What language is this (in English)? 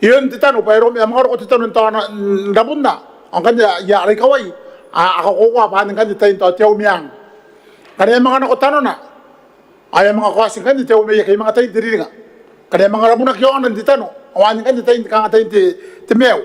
Gilbertese